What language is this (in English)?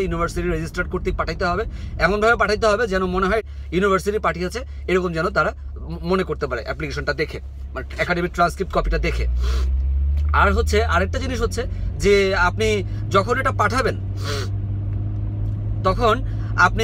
Bangla